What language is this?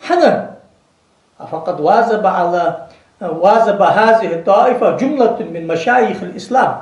Ingush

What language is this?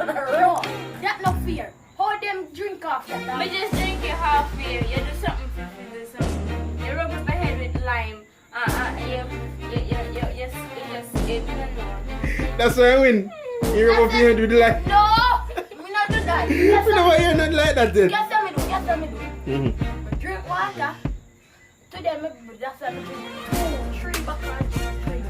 Jamaican Creole English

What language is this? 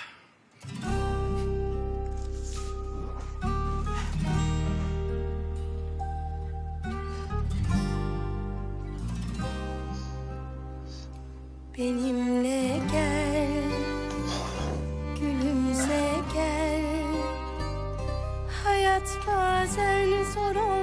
Turkish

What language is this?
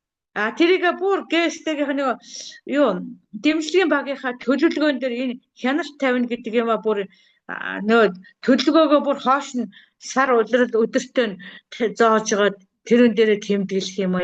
Mongolian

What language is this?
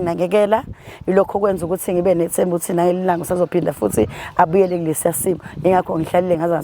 Zulu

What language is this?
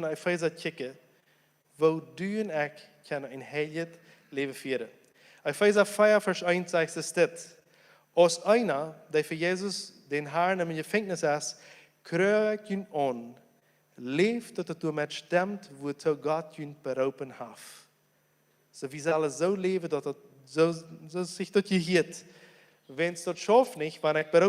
Plautdietsch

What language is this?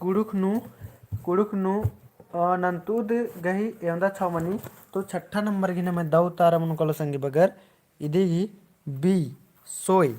Kurukh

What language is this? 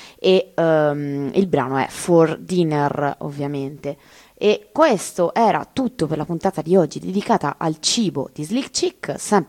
Italian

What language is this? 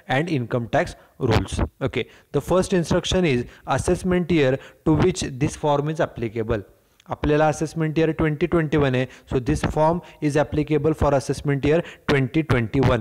Marathi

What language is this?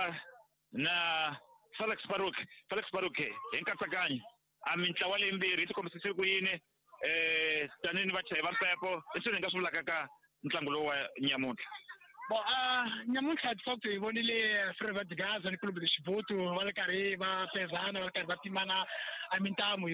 Tsonga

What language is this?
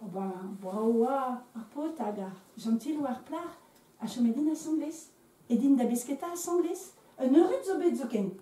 Breton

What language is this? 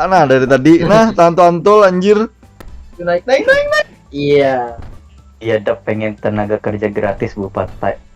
Banjar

